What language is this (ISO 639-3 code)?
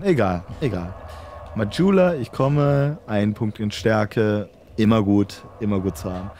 deu